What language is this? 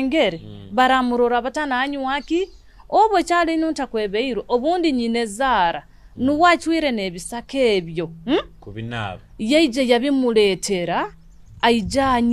Nyoro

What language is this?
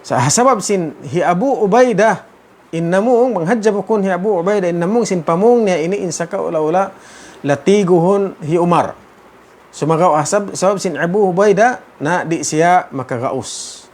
Tausug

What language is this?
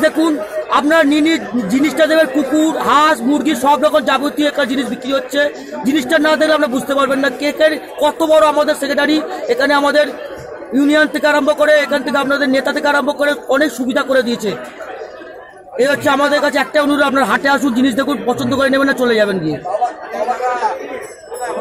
Bangla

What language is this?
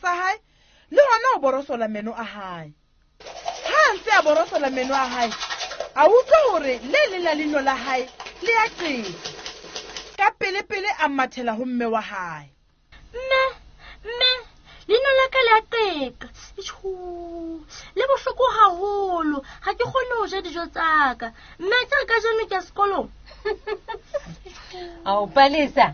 Southern Sotho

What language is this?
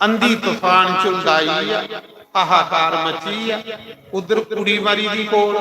Dogri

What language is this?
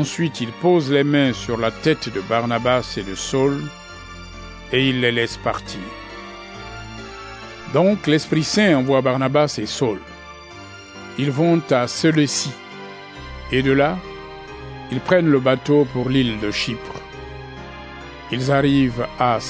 French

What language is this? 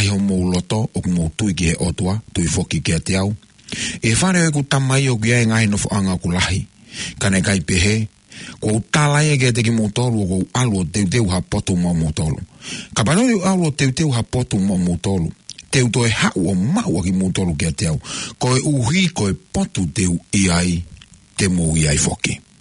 Tongan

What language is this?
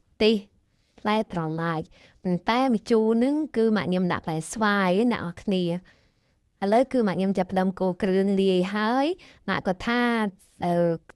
Khmer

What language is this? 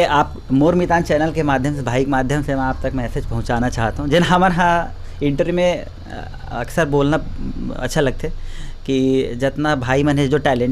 Chhattisgarhi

